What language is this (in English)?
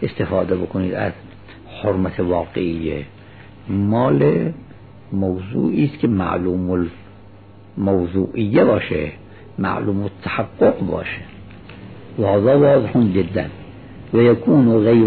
Persian